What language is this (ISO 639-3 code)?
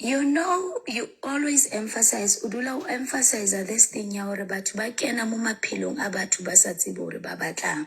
sot